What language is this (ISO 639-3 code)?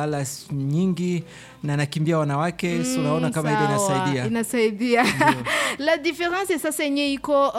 swa